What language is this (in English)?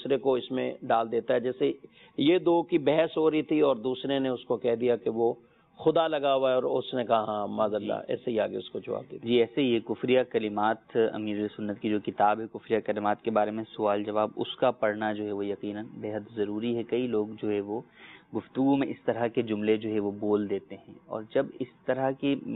Urdu